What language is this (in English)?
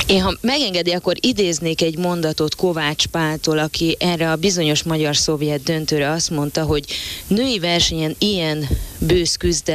Hungarian